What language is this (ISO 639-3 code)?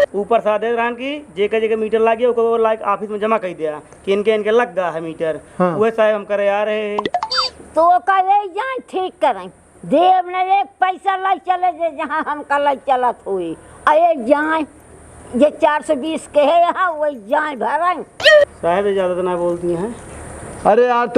awa